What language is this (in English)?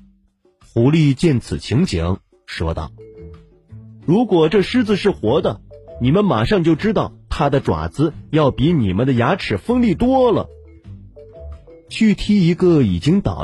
Chinese